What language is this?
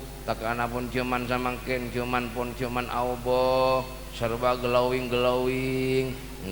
Madurese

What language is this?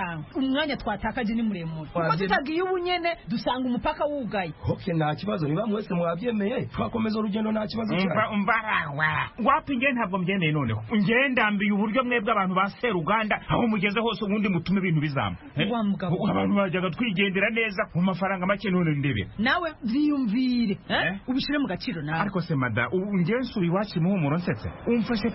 Kinyarwanda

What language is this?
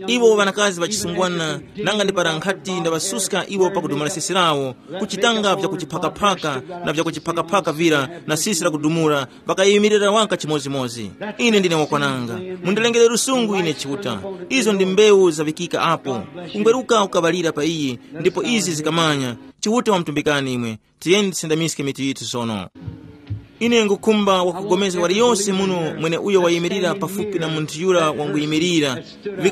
Tumbuka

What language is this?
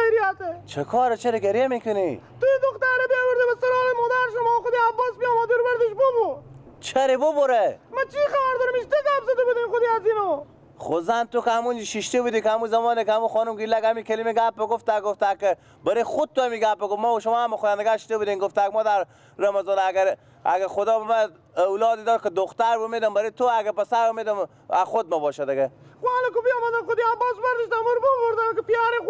Persian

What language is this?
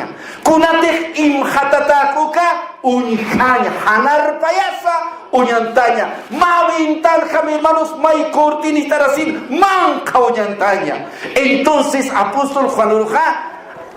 Aymara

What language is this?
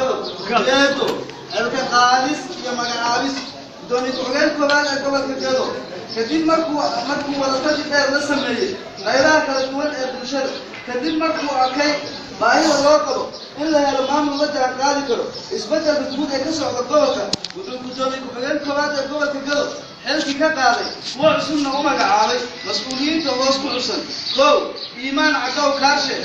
Somali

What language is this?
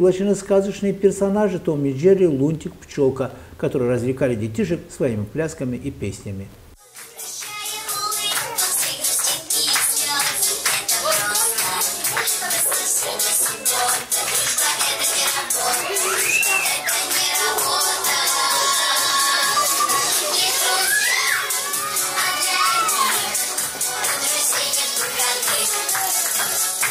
Russian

